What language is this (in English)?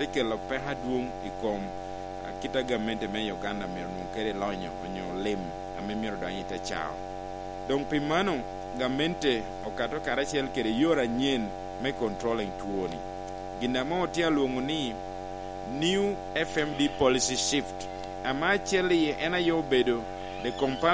Lango (Uganda)